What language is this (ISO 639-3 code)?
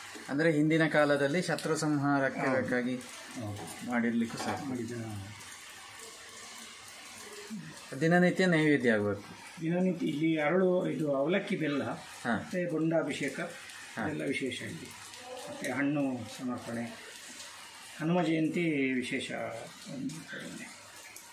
kan